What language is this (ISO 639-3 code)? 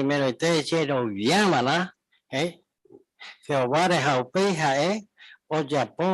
grn